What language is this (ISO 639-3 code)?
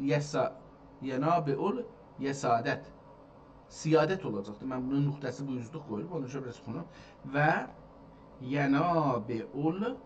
azb